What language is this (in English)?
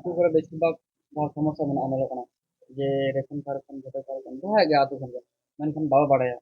Santali